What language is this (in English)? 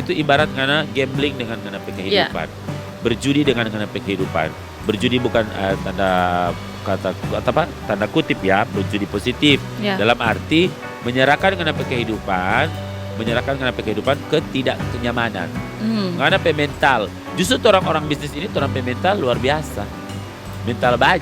Manado Malay